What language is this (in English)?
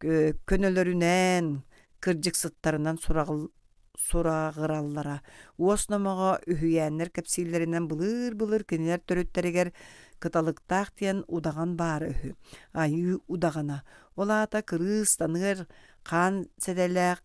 Yakut